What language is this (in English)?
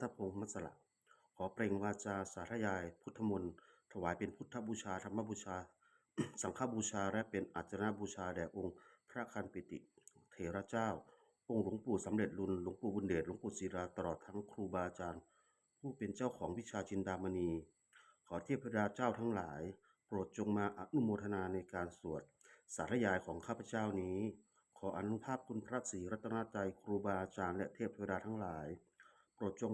Pali